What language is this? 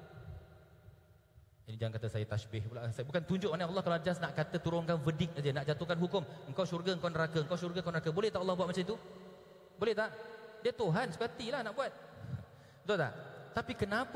Malay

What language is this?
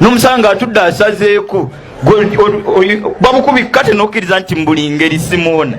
Ganda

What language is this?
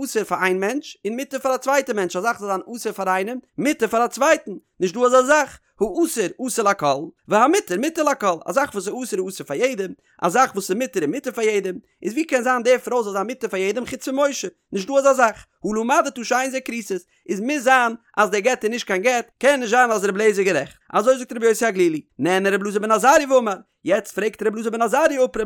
Yiddish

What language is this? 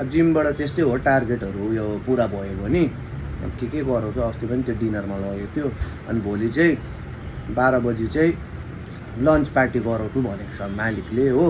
Nepali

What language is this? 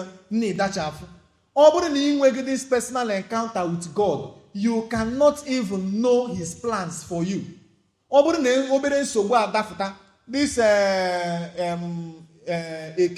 Igbo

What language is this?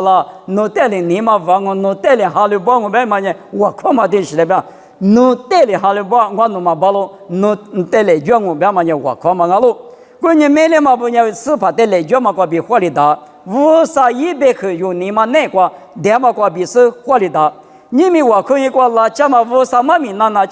Lisu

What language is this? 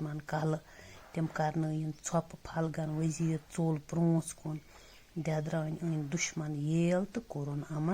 Kashmiri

